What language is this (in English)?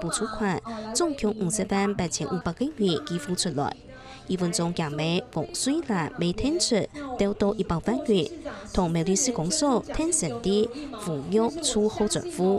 Hakka Chinese